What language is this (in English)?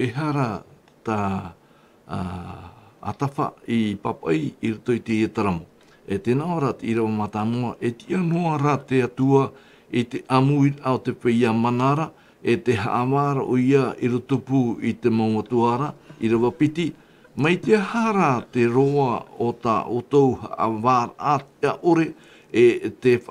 Tahitian